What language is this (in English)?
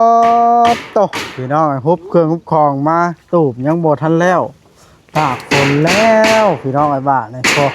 Northeastern Thai